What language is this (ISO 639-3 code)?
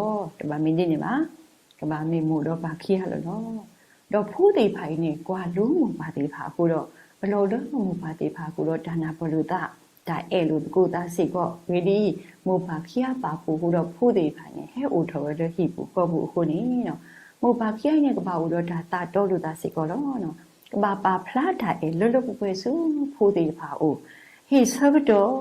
ksw